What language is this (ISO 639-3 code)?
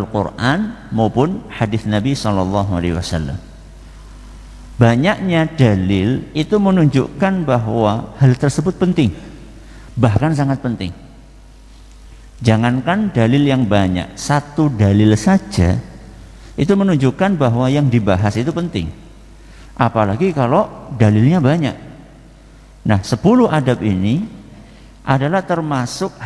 ind